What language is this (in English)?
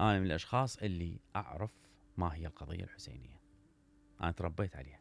Mesopotamian Arabic